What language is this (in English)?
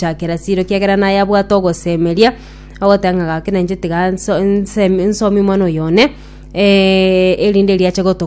Gusii